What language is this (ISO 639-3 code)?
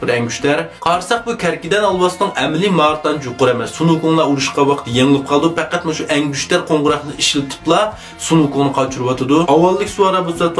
uig